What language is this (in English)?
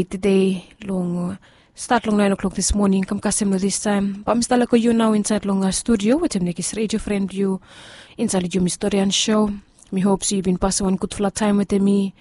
Bislama